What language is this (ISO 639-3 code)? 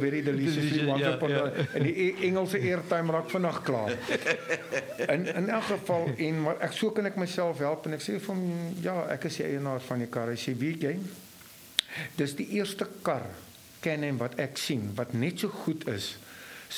afr